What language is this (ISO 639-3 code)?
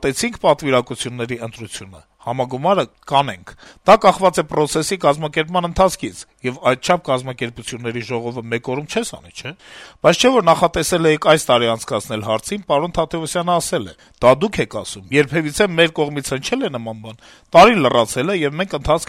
hye